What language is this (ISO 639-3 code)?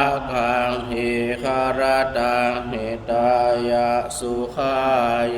pli